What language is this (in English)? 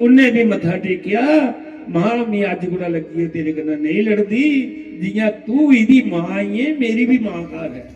Dogri